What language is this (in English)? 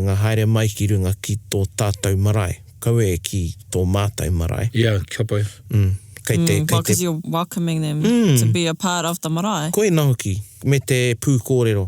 Māori